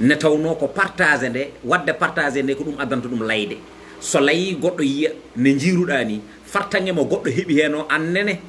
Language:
Fula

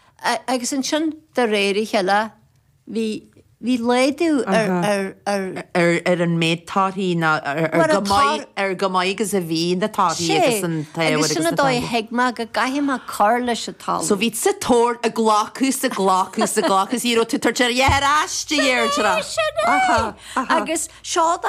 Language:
Irish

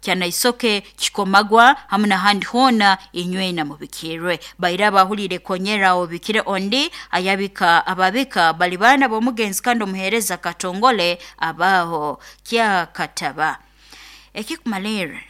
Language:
Nyoro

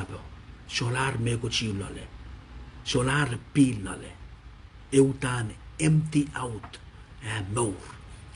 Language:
Pohnpeian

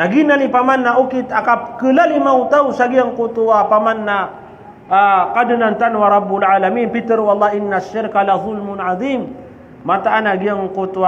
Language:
Maranao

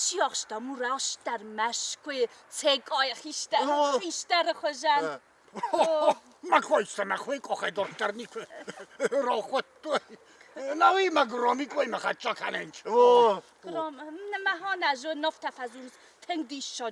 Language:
Ossetic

